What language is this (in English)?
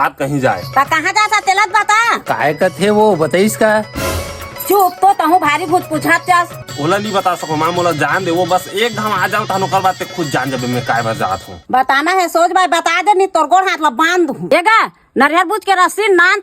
Chhattisgarhi